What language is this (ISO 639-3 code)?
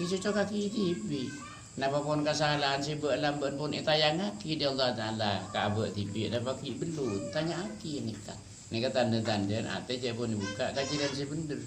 mad